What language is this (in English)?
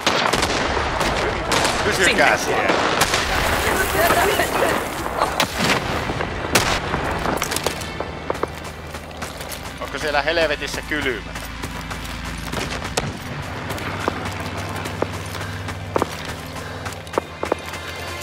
Finnish